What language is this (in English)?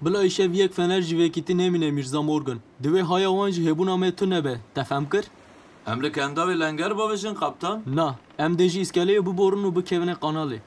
Kurdish